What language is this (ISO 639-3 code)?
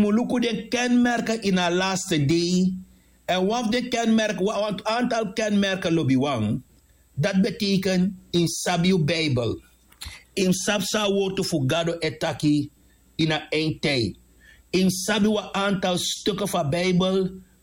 srn